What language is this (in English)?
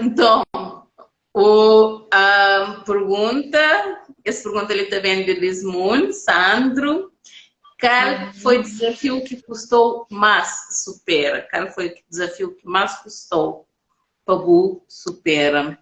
Kabuverdianu